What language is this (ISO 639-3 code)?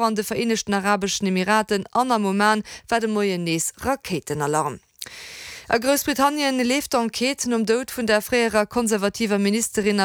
ltz